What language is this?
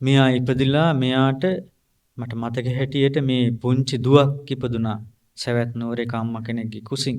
Sinhala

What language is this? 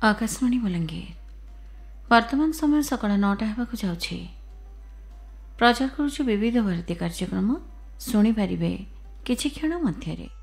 Odia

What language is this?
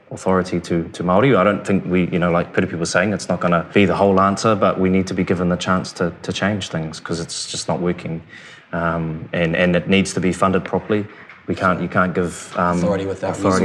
English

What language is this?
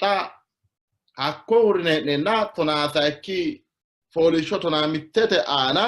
Sidamo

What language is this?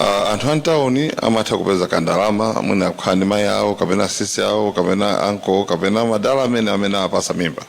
Nyanja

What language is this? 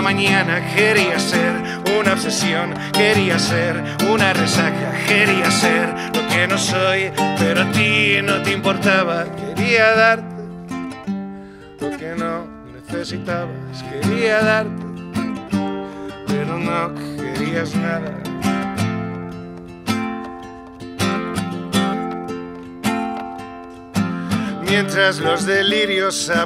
Spanish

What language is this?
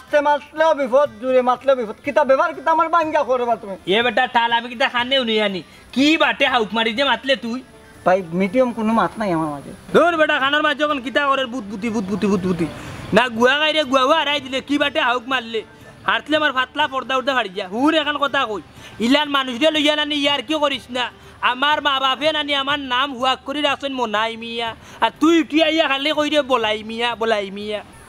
Sylheti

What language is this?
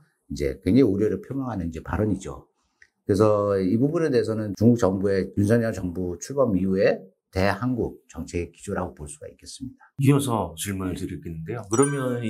Korean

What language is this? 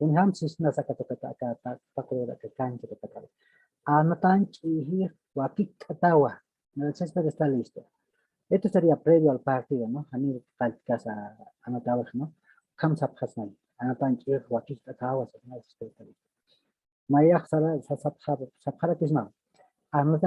Aymara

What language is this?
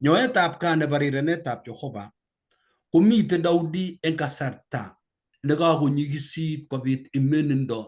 Kalenjin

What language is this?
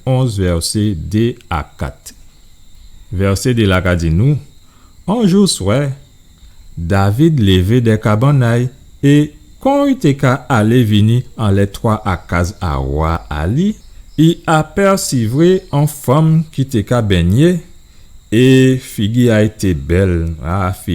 Guadeloupean Creole French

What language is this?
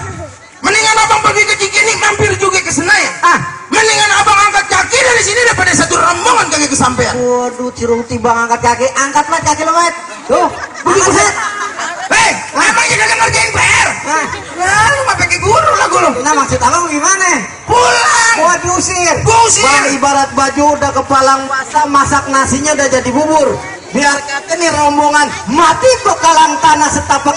Betawi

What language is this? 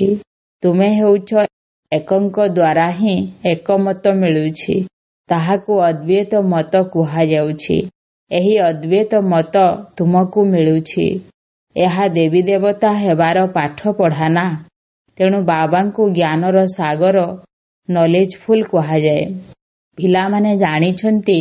Odia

